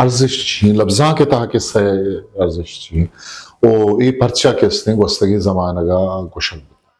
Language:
Eastern Balochi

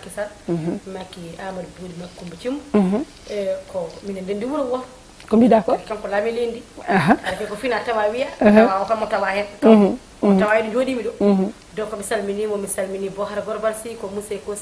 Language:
Fula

